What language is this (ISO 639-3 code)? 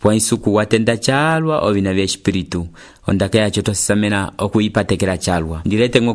umb